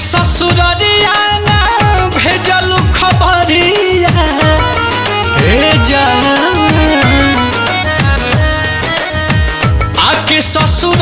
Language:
Bhojpuri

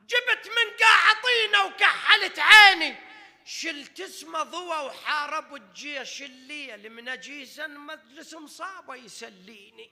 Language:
Mesopotamian Arabic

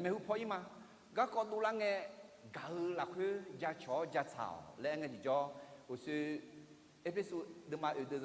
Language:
Akha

